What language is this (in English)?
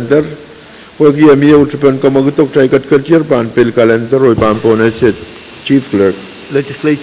Pohnpeian